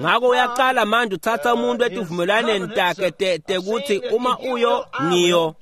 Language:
Swati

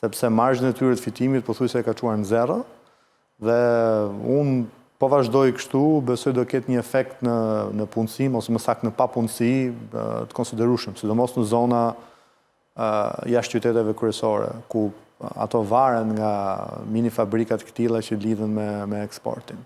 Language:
Albanian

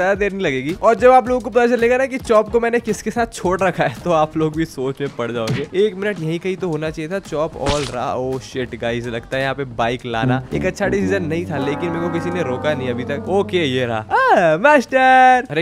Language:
Hindi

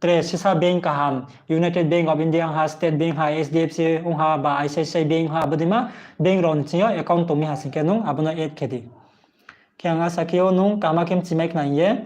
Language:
Riang (India)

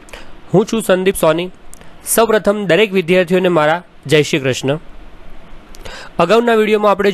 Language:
Gujarati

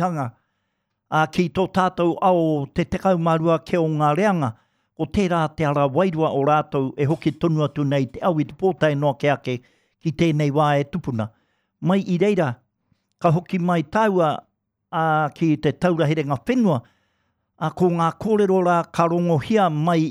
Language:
Māori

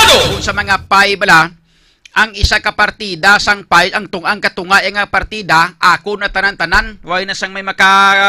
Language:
Hiligaynon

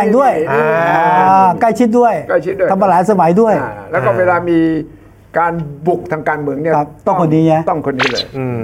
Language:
Thai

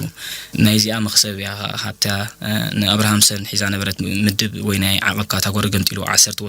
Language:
Tigrinya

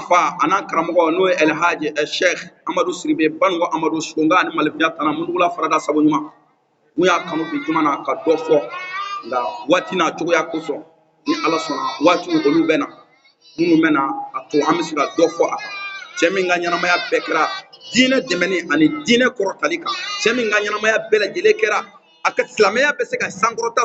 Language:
Bambara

